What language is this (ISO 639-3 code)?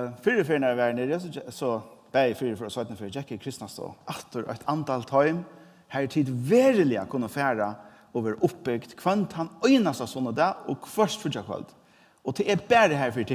fao